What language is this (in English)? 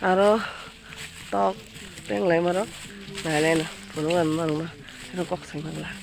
Kok Borok